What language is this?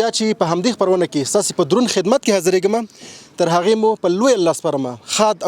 Pashto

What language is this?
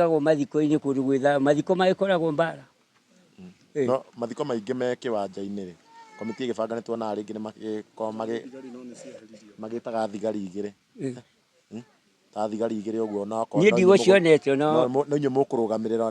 Kikuyu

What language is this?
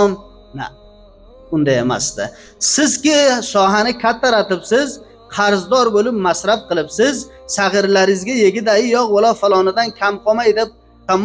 Uzbek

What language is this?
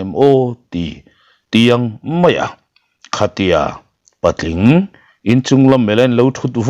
Mizo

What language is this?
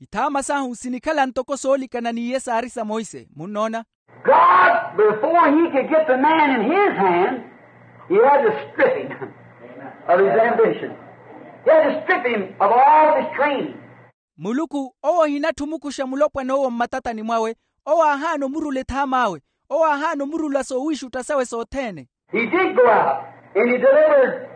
Makhuwa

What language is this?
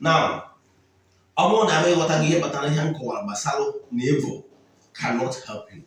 Igbo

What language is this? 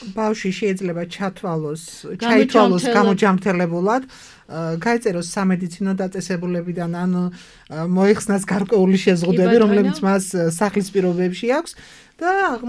Georgian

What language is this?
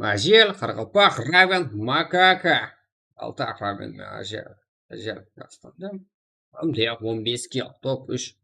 Kara-Kalpak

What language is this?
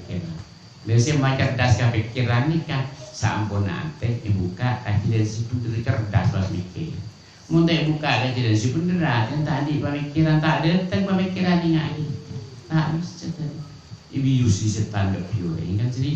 Madurese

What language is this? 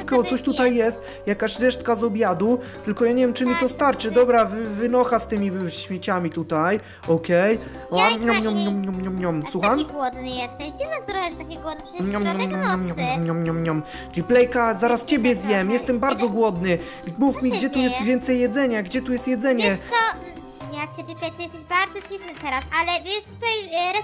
Polish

